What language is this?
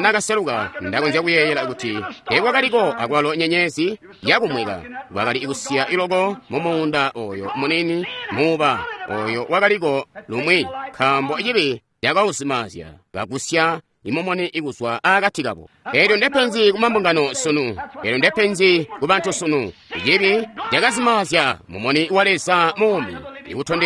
Tonga (Zambia)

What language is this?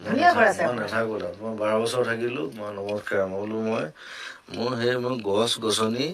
Assamese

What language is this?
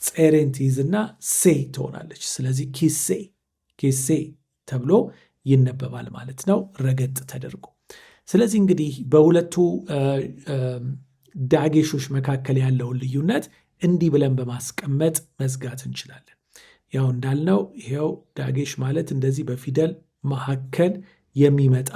Amharic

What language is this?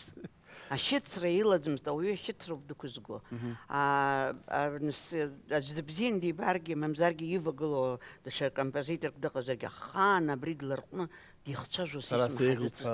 Abkhazian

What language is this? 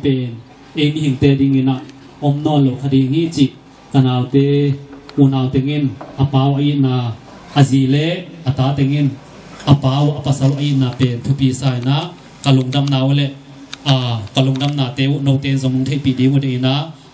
Tedim Chin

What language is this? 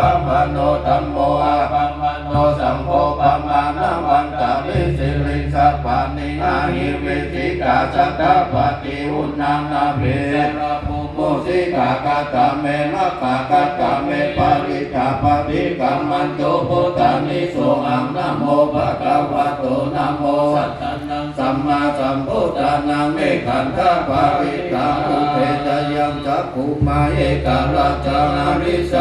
Pali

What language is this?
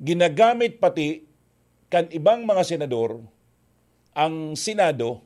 Bikol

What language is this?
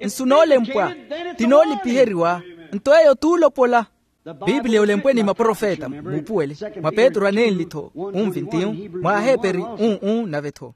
Makhuwa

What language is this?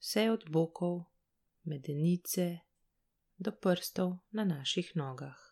Slovenian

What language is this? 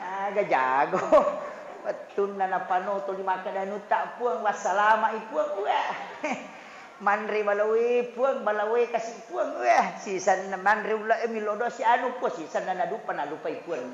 Buginese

